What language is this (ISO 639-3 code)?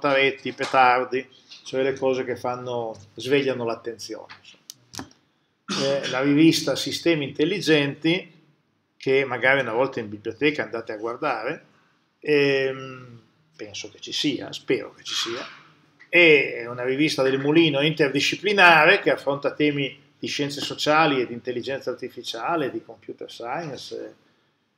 ita